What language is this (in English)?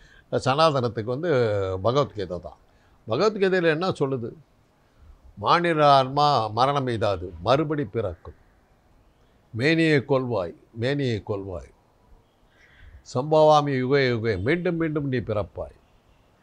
Tamil